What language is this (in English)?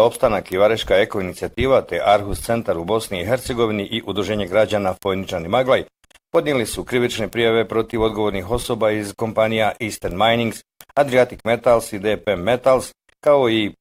Bosnian